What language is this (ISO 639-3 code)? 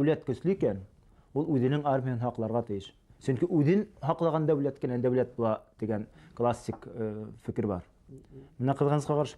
bak